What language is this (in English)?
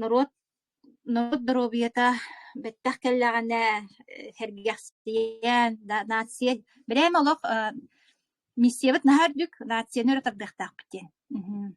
Yakut